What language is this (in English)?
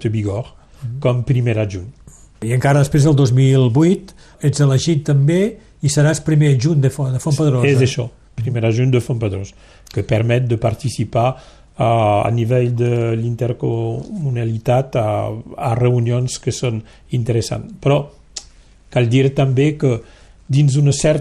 Catalan